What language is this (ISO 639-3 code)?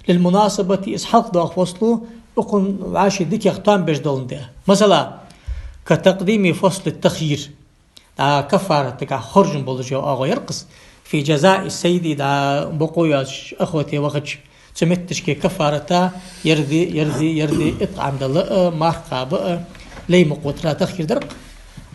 inh